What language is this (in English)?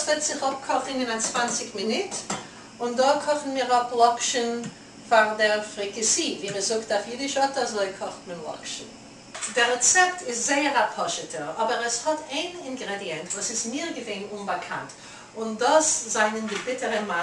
Yiddish